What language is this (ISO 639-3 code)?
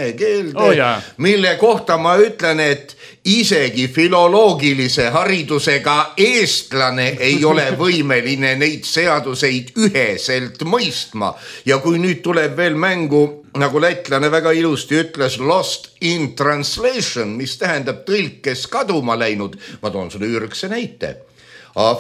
est